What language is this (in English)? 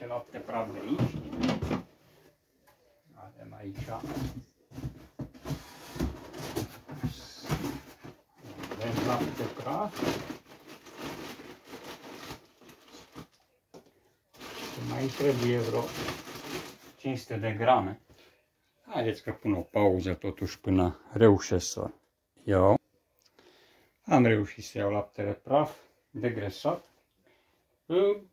Romanian